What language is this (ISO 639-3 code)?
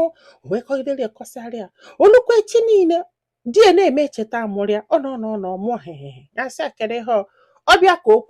ibo